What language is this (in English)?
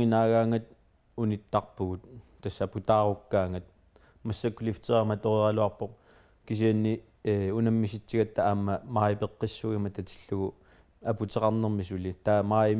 Kalaallisut